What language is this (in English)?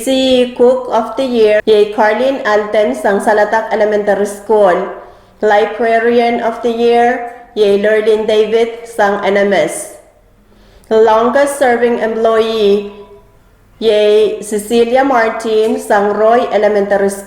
Pohnpeian